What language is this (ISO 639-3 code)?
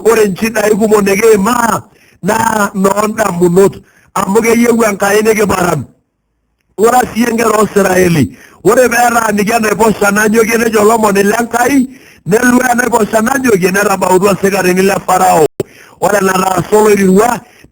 mas